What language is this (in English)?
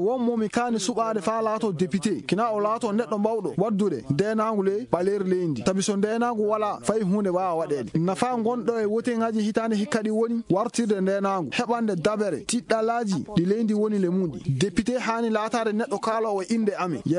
Fula